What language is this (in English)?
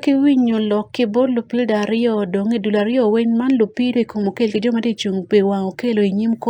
Acoli